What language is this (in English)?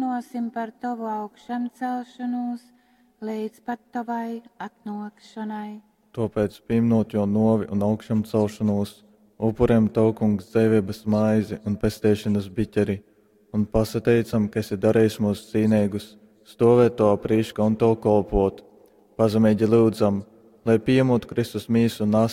Latgalian